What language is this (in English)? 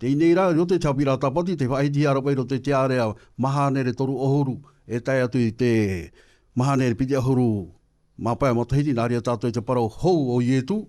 Tahitian